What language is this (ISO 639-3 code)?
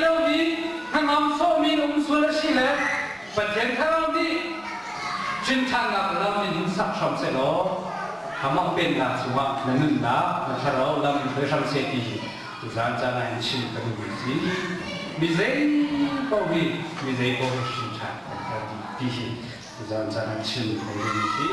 cnh